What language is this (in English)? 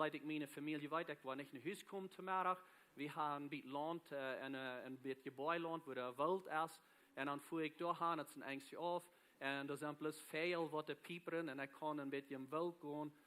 Plautdietsch